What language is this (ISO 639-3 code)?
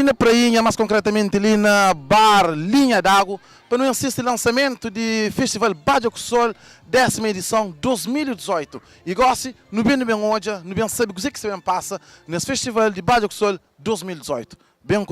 kea